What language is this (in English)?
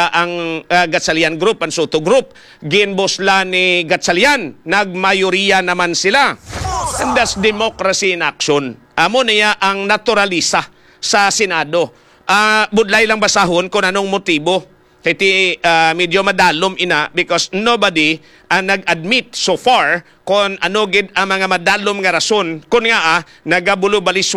Hiligaynon